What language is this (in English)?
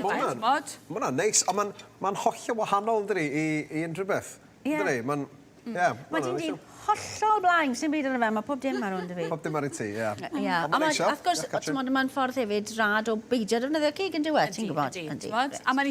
Welsh